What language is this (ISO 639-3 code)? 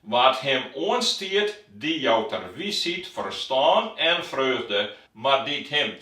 fry